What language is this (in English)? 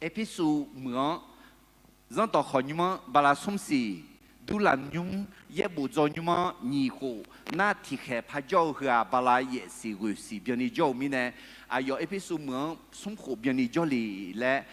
Akha